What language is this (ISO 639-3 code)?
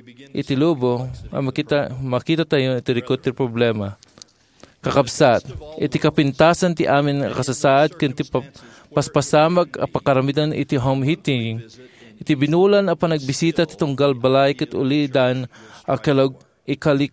ilo